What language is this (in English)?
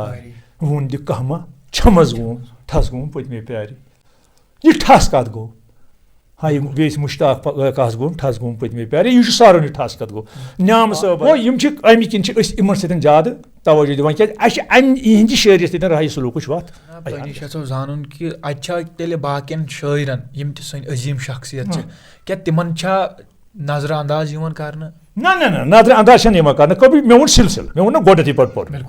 Kashmiri